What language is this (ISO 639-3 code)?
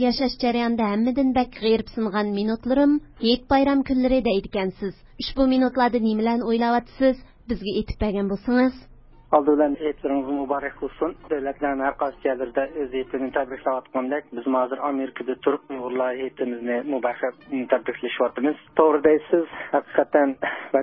uig